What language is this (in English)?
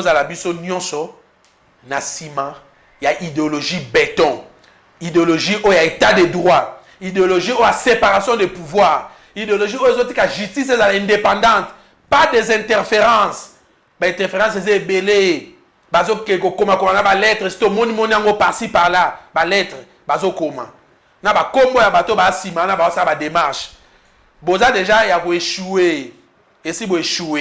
Lingala